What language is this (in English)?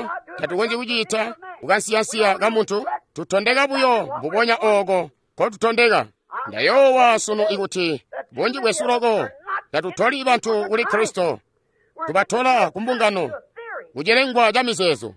Tonga (Zambia)